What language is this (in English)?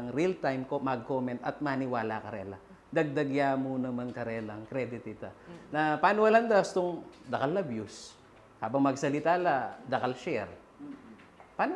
Pampanga